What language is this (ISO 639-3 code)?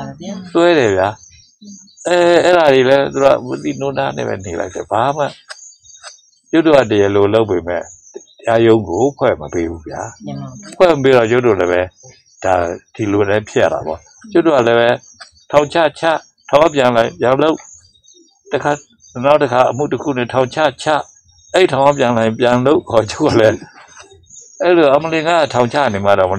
mya